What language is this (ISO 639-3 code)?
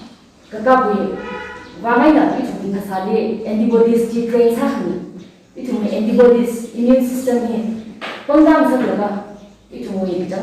nmf